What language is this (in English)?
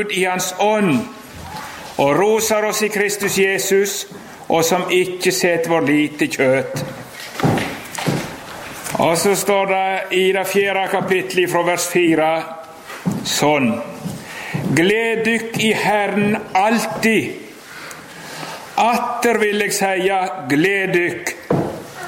Norwegian